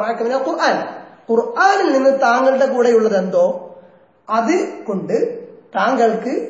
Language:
Malayalam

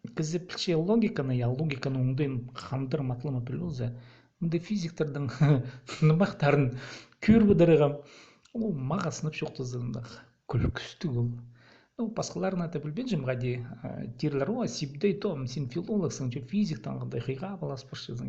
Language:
Khakas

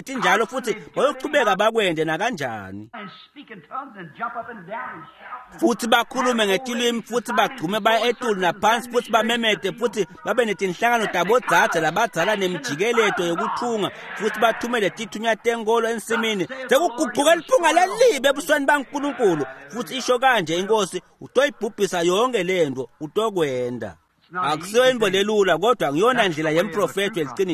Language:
Swati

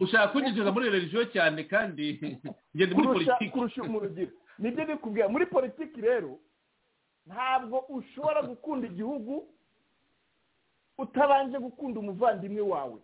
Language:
Kinyarwanda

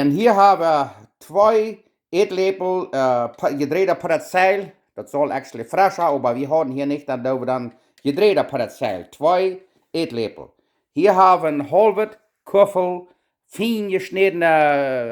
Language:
Plautdietsch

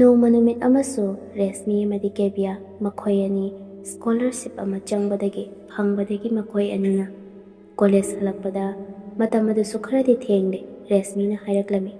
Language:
Manipuri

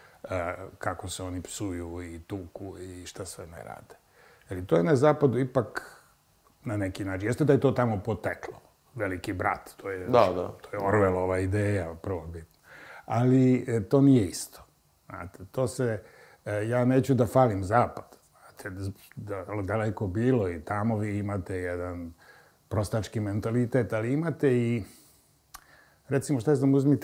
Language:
Serbian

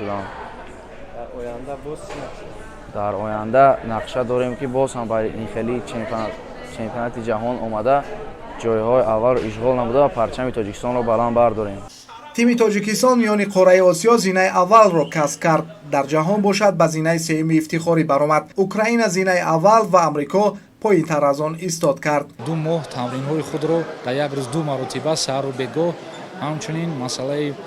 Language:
Tajik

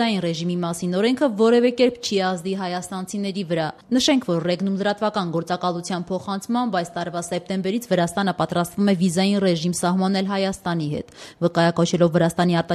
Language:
Armenian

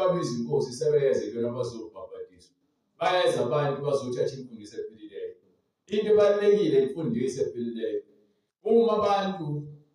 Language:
Zulu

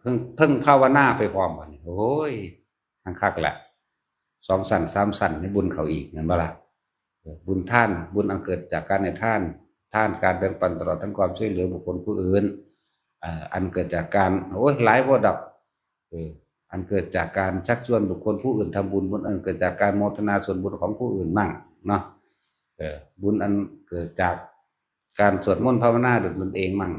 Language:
Northeastern Thai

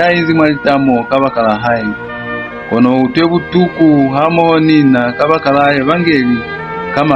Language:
Lozi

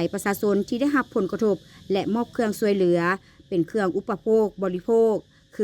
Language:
Lao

